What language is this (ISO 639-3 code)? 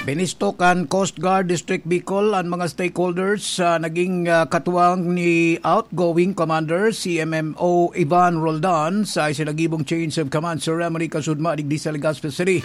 bik